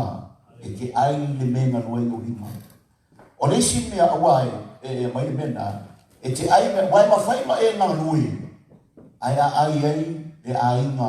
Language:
Samoan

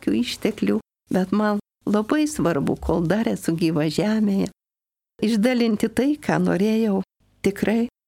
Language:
Lithuanian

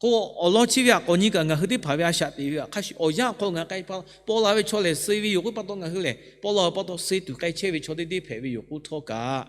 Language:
Lahu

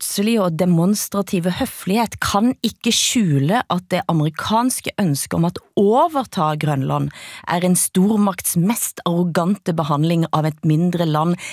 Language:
Swedish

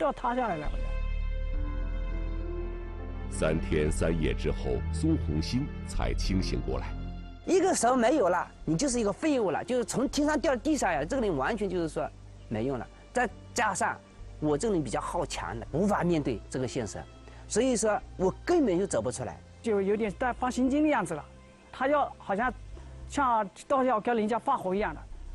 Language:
Chinese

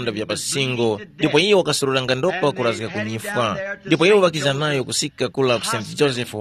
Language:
Tumbuka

